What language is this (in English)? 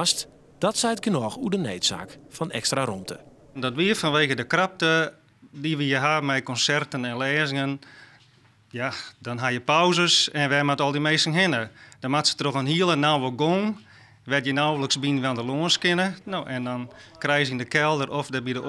Western Frisian